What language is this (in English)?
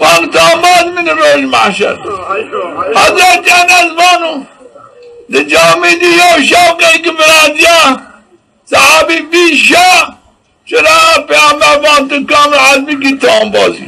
Zaza